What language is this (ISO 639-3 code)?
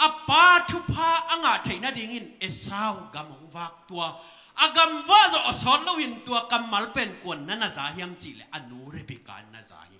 ctd